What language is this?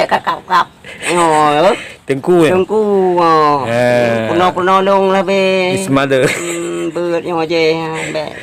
Achinese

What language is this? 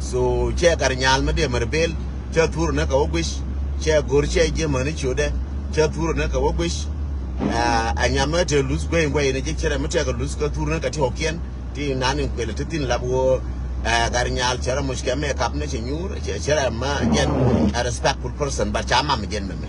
Nuer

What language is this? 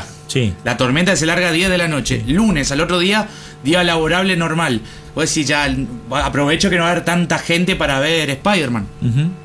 Spanish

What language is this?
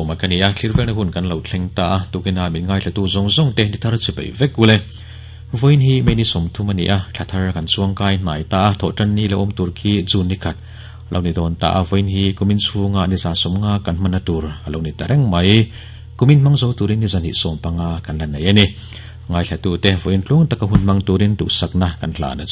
Mizo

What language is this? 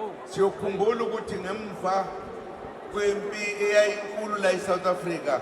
Zulu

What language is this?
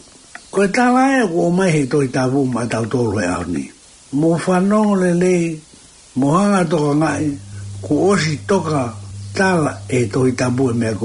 Tongan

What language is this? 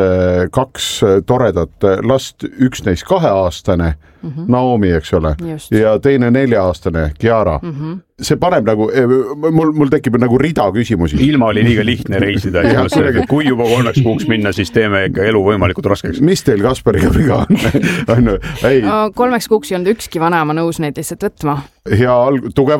Estonian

